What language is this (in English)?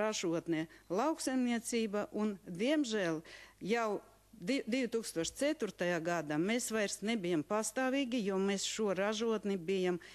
Latvian